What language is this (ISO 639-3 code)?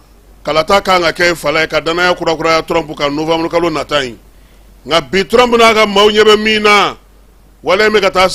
bam